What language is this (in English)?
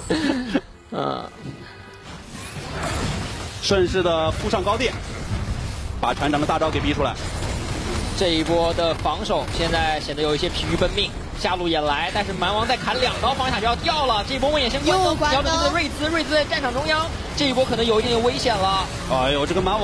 Chinese